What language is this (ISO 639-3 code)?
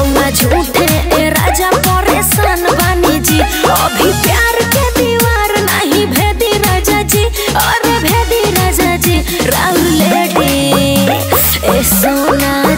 bho